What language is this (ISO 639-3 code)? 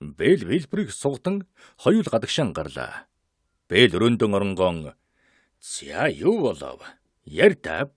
mon